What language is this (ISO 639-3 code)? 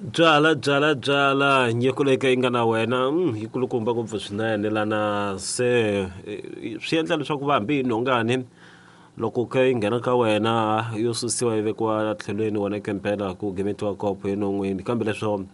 tso